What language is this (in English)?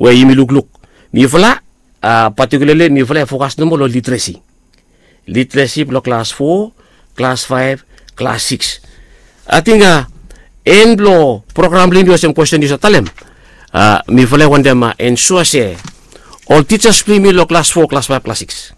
Bislama